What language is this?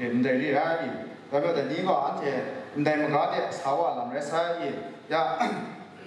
Kachin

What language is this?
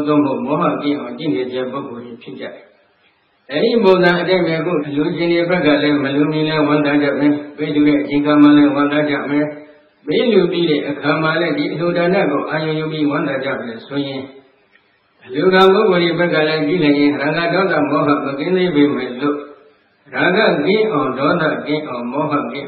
Burmese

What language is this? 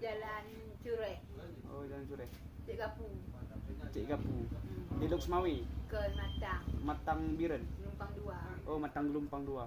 Achinese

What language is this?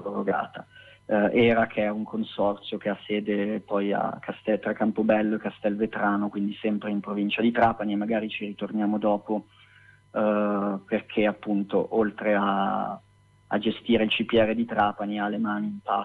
Italian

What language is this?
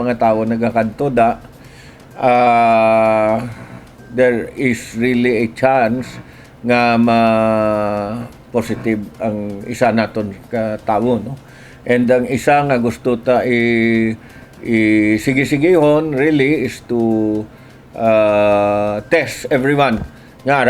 Hiligaynon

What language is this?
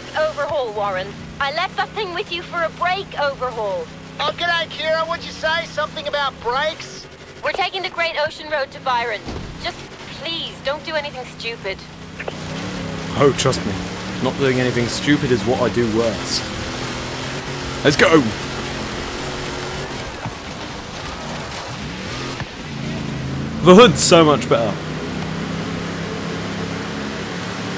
English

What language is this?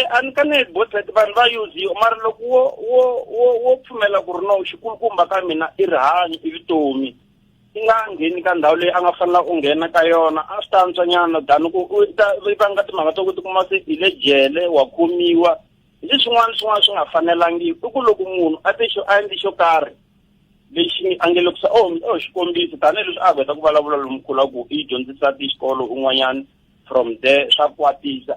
Tsonga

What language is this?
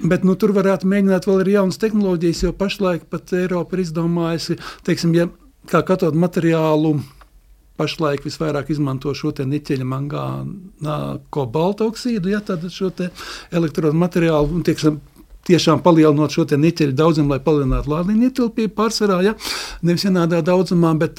Latvian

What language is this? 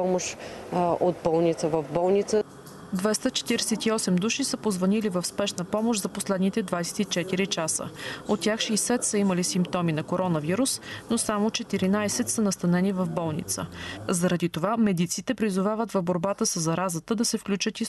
Bulgarian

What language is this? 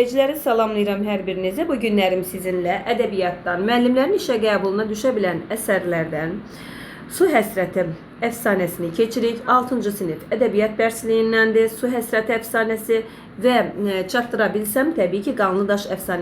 Azerbaijani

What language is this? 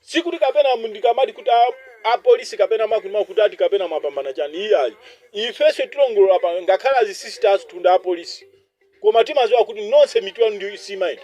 Nyanja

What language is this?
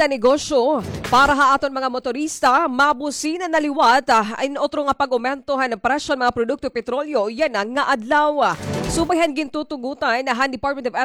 Waray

